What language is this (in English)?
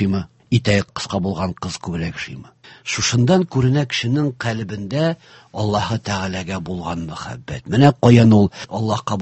Tatar